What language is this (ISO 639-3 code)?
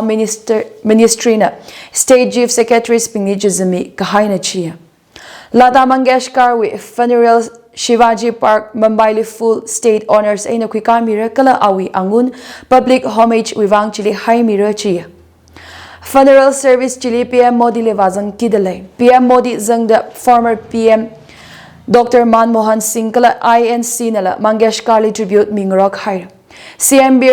nmf